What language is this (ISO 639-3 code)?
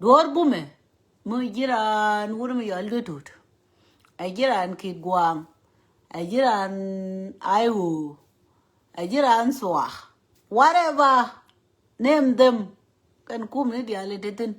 nus